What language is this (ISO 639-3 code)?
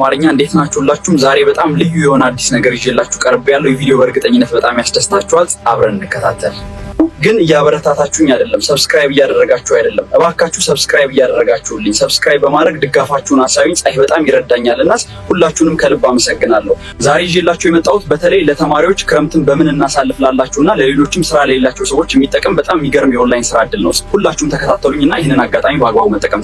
amh